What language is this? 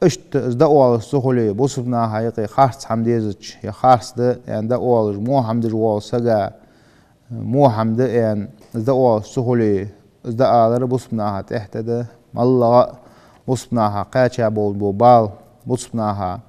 Ingush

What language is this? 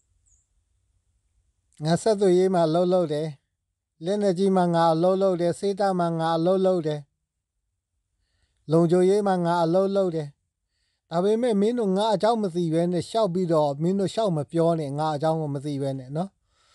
Burmese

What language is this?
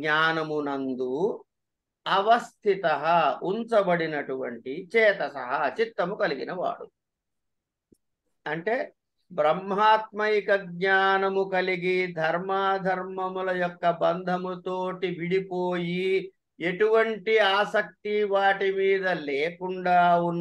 Telugu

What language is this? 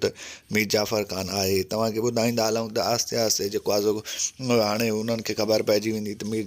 Sindhi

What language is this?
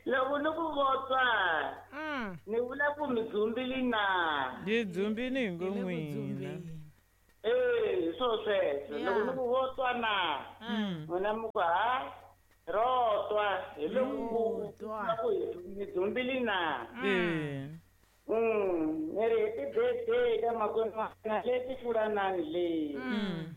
Tsonga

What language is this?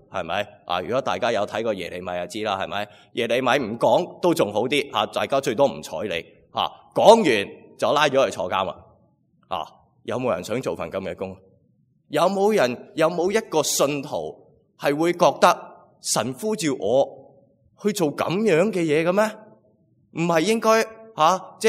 Cantonese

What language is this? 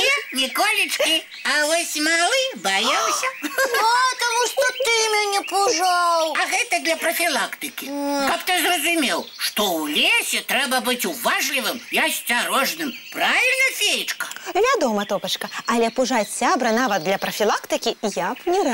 Belarusian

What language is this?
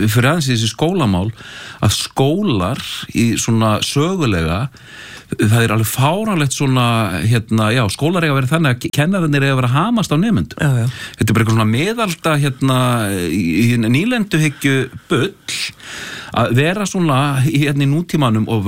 Icelandic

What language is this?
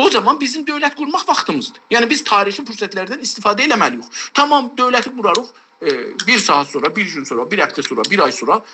South Azerbaijani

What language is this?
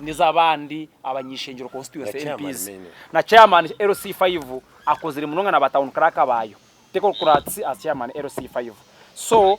Nyankole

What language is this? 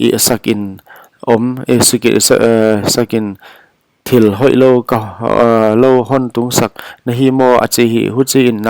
Paite Chin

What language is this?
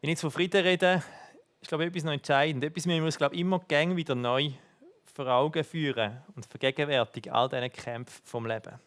Swiss German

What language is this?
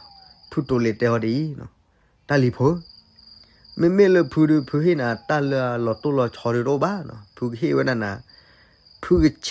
S'gaw Karen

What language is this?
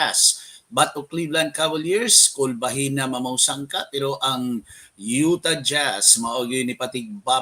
Cebuano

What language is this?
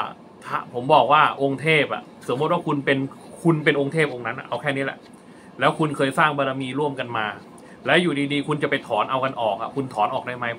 Thai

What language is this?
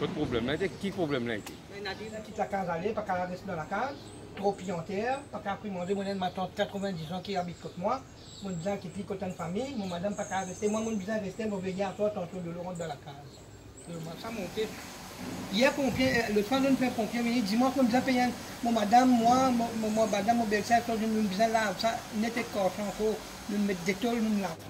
Morisyen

